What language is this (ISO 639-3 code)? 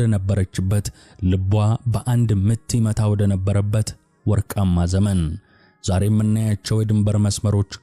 amh